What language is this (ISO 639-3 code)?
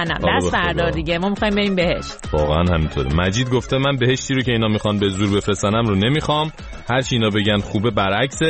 fas